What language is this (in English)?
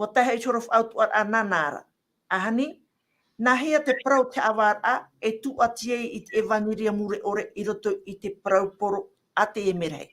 Tahitian